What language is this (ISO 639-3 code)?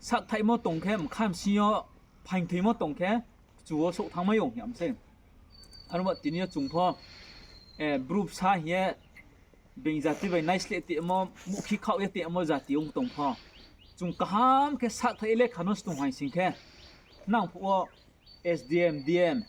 ria